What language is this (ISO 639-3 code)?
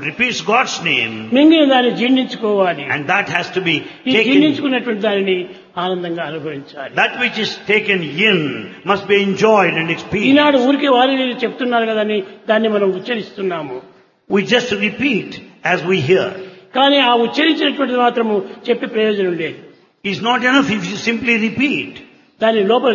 tel